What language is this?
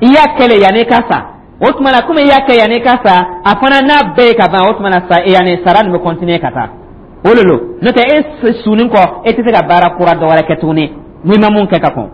Dyula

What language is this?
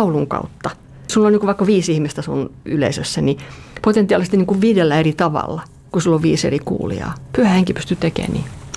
Finnish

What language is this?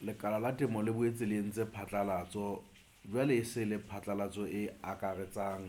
Southern Sotho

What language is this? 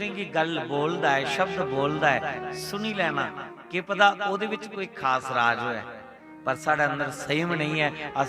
Dogri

